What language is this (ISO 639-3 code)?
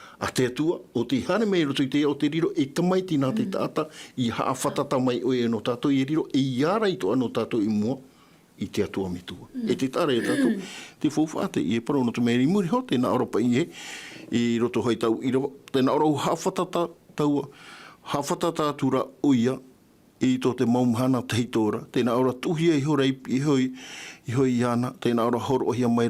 tah